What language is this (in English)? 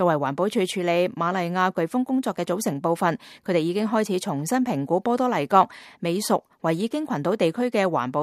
Cantonese